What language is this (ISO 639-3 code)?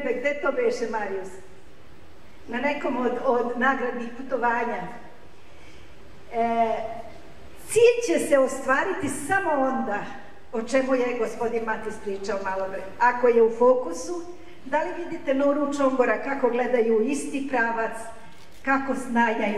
srp